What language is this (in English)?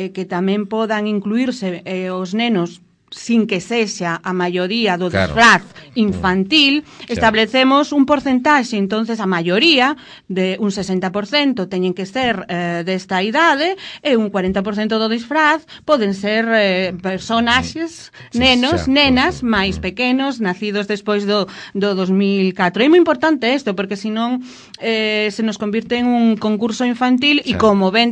Galician